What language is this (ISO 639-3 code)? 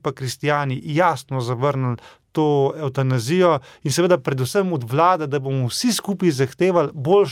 slv